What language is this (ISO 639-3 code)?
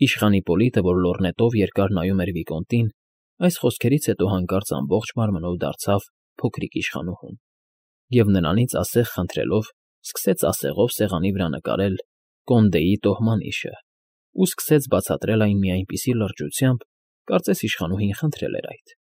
hye